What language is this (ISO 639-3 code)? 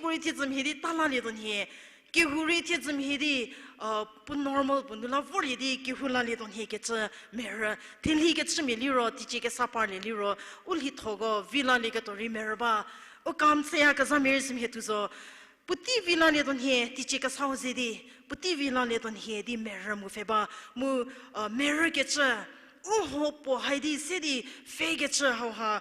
njm